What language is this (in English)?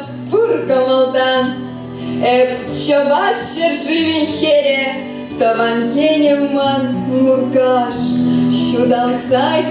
Chuvash